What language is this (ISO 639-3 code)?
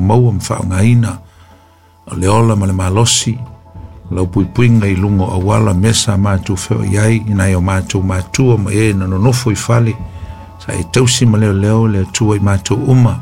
smo